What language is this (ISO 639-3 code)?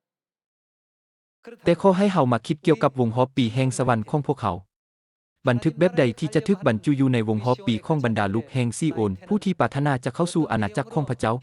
lao